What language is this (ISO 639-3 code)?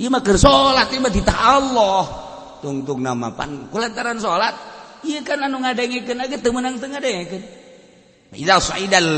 sun